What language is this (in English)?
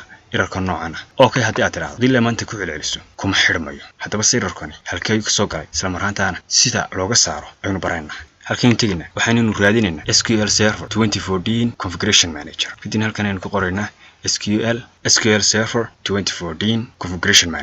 Somali